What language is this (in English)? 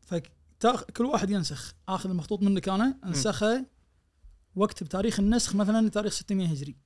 Najdi Arabic